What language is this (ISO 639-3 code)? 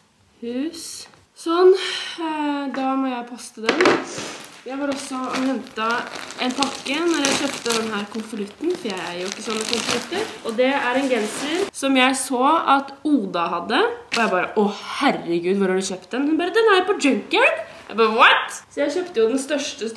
nor